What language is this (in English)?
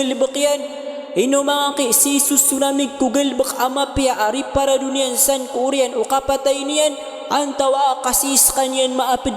Maranao